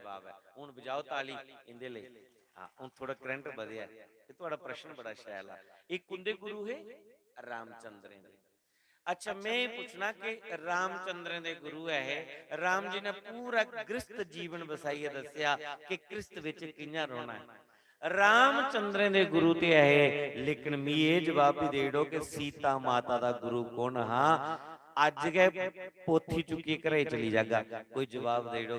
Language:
Dogri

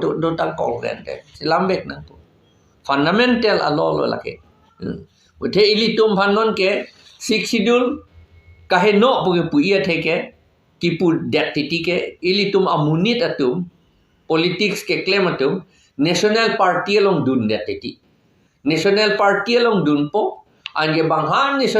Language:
Karbi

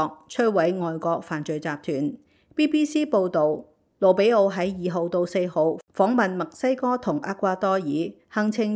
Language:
Cantonese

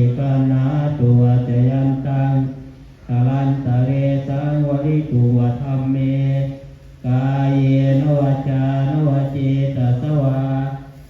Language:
Pali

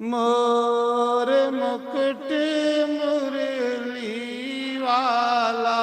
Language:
Dogri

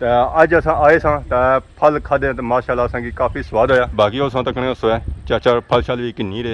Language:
Pahari-Potwari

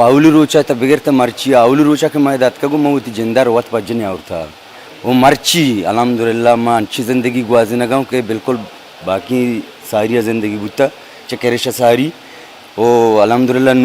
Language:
Baluchi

